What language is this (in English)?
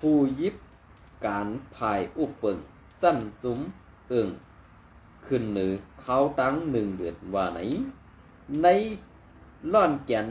Shan